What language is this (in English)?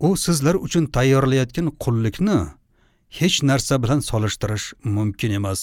Uzbek